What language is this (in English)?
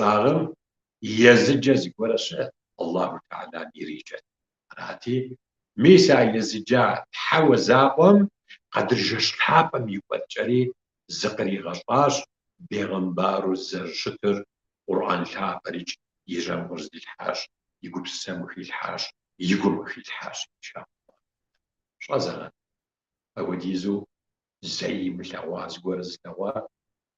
Kabardian